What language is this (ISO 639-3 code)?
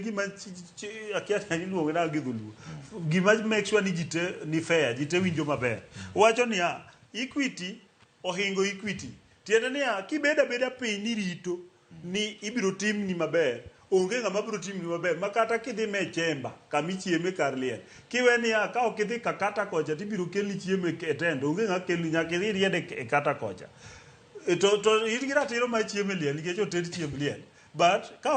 luo